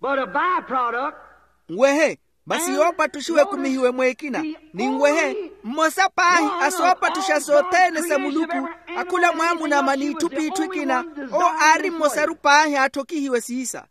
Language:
Makhuwa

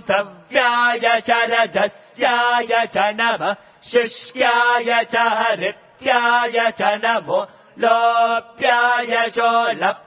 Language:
Sanskrit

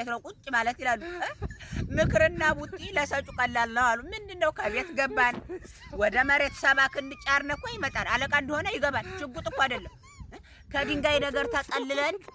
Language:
Amharic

